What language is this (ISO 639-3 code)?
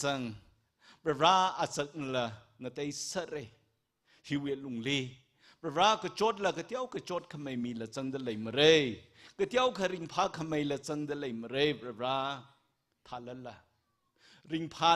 nmf